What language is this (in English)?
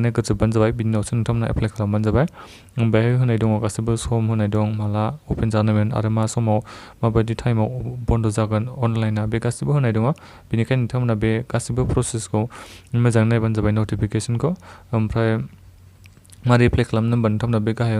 Bodo